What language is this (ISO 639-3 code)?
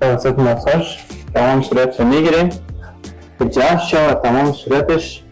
fas